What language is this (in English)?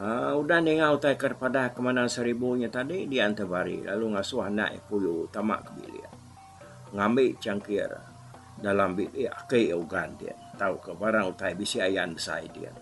Iban